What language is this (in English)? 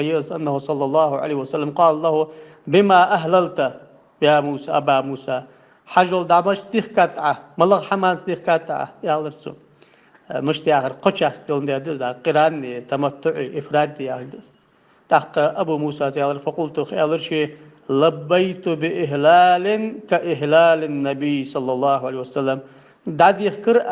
Ingush